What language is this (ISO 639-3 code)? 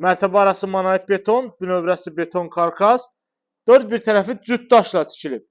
aze